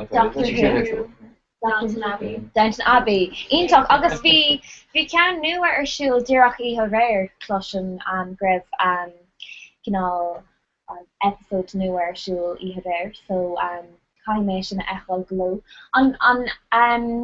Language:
Irish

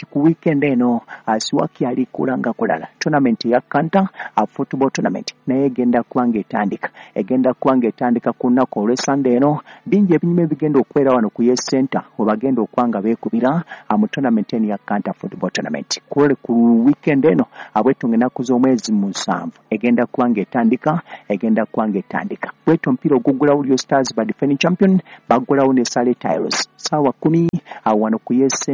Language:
Ganda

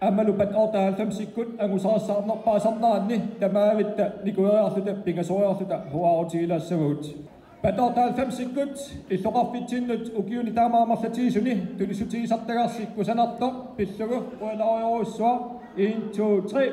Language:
Kalaallisut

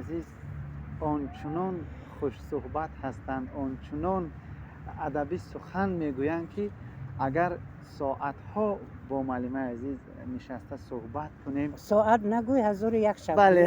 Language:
Tajik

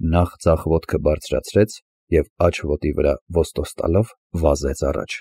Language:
Armenian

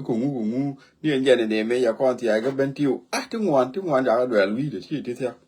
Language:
Nuer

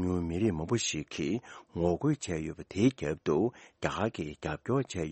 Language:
Tibetan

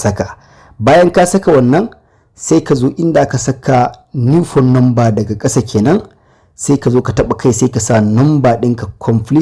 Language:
Hausa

